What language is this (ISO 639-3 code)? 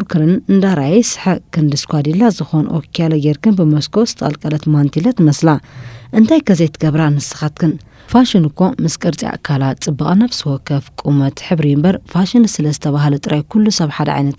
tir